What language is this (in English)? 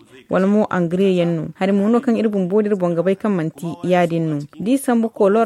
Zarma